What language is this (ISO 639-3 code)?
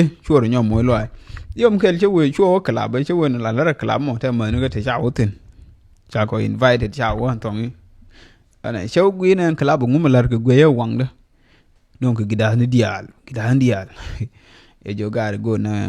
nus